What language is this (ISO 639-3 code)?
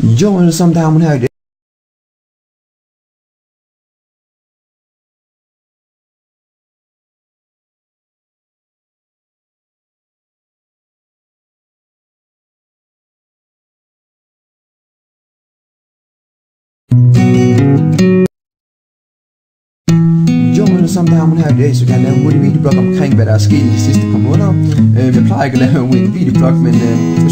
dan